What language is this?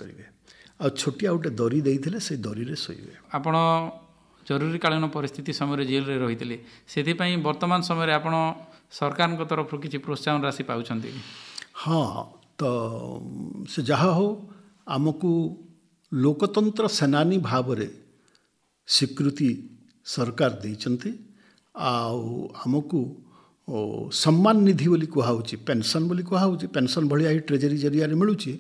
Odia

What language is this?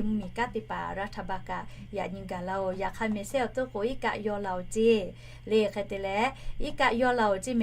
Lahu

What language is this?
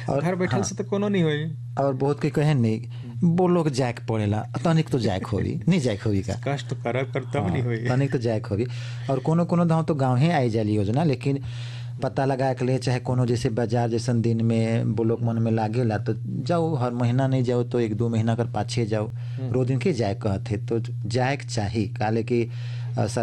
Bhojpuri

